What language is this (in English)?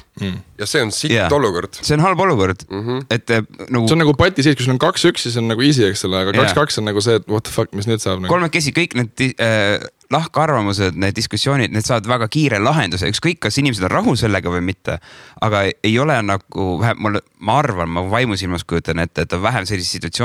Estonian